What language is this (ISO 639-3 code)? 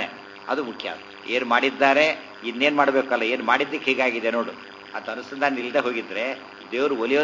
kan